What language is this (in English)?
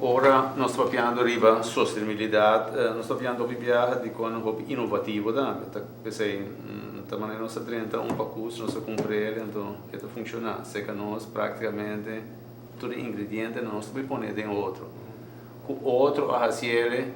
Papiamento